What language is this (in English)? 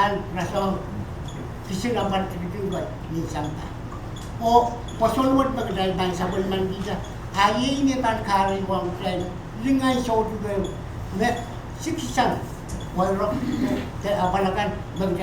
Pohnpeian